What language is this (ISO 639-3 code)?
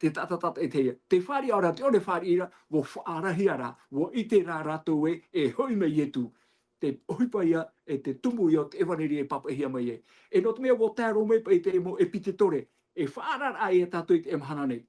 tah